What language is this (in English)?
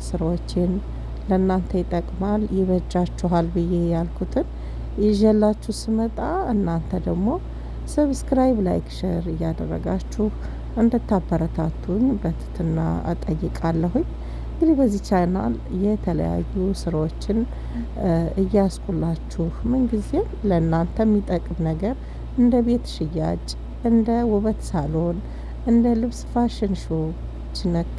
Amharic